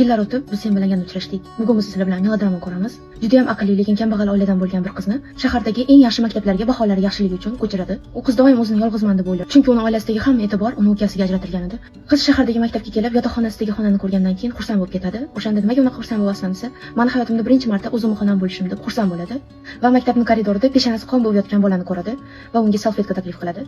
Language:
Uzbek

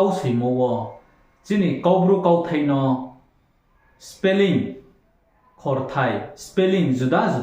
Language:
Riang (India)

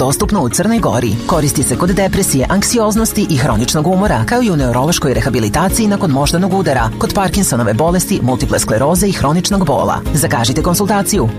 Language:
Serbian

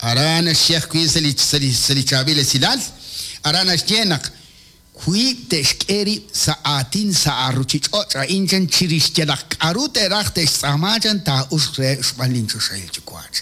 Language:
Kekchí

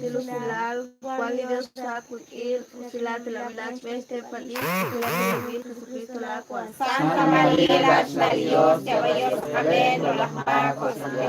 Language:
Kekchí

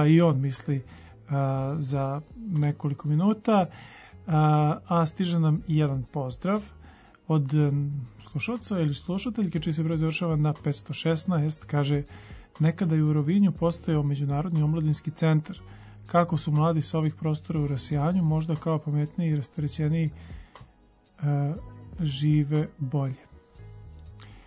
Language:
Serbian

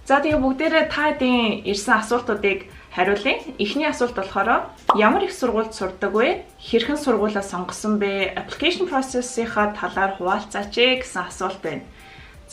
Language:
Mongolian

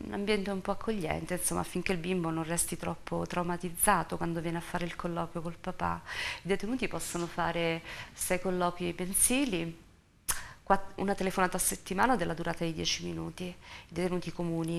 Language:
Italian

